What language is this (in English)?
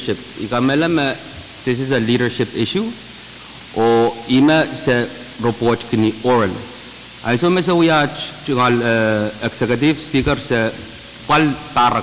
Pohnpeian